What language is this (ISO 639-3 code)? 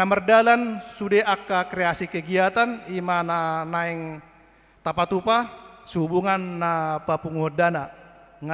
bbc